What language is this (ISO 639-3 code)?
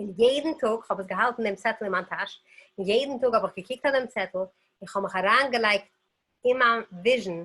yid